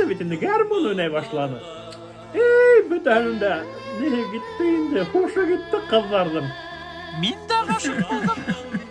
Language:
Bashkir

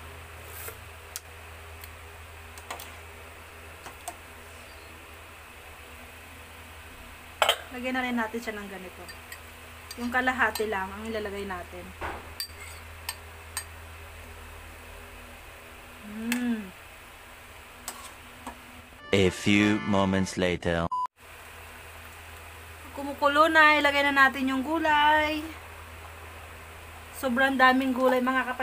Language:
Filipino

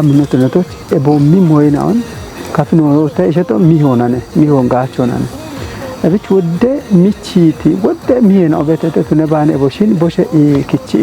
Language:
Kafa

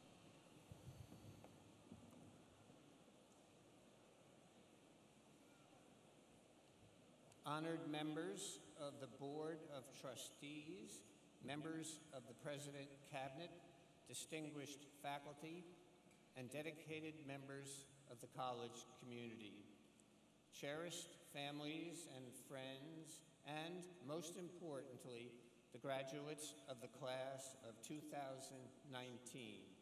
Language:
English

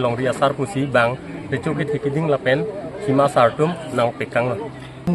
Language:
Karbi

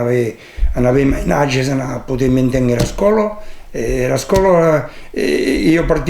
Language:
Occitan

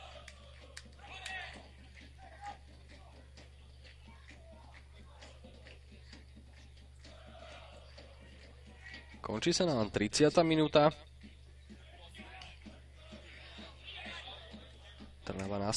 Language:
Slovak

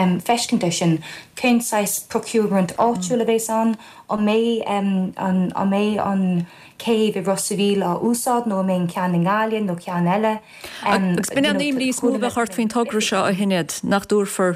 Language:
Irish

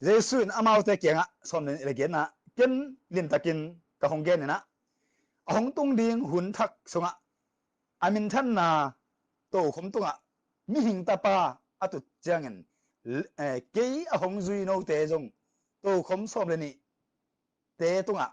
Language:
Tedim Chin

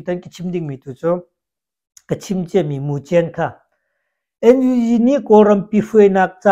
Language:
Hakha Chin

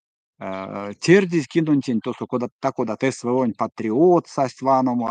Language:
Erzya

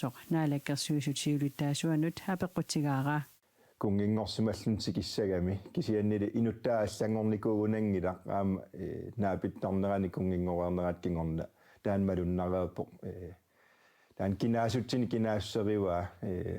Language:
Kalaallisut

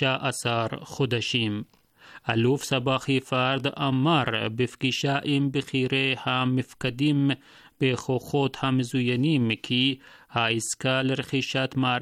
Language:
Hebrew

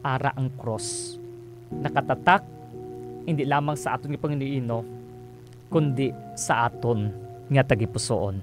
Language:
Hiligaynon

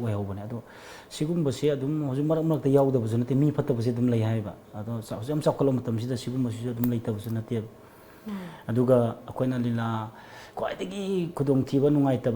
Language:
Manipuri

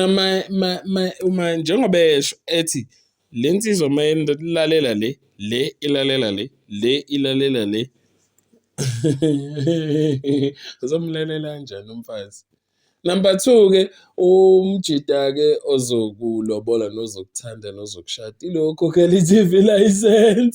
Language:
Zulu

